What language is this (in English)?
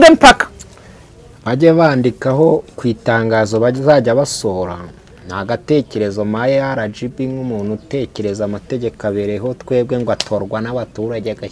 Kinyarwanda